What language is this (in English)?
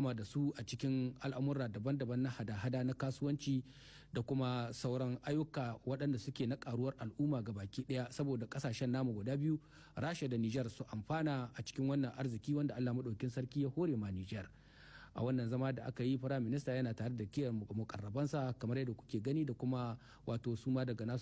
Hausa